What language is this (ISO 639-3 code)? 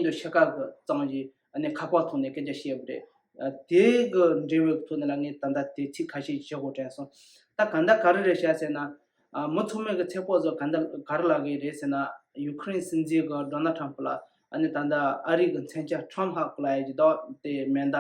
bod